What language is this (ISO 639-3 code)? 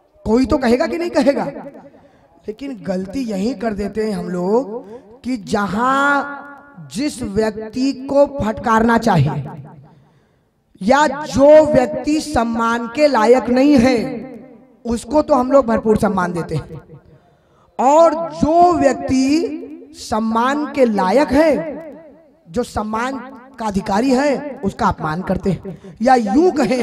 hin